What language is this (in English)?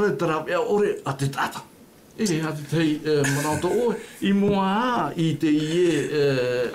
Tahitian